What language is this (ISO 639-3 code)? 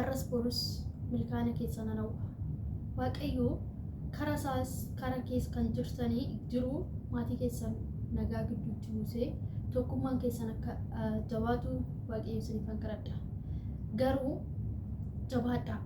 orm